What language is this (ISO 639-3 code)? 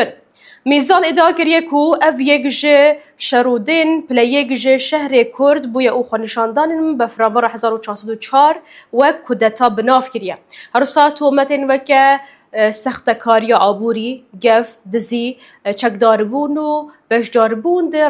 kur